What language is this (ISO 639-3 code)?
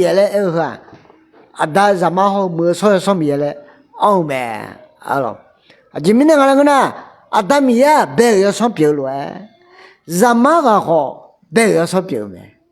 ahk